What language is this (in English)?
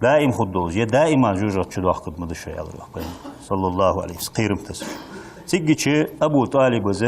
Ingush